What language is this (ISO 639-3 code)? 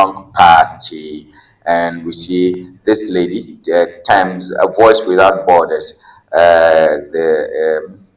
ewe